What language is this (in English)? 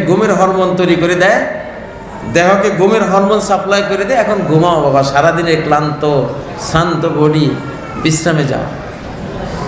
Bangla